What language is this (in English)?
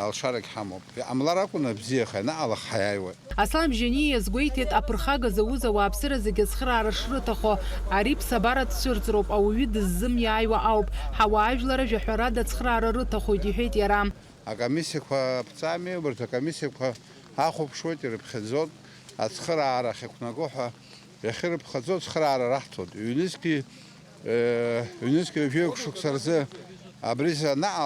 Abkhazian